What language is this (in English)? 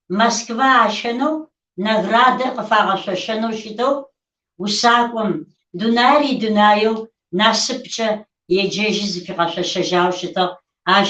Kabardian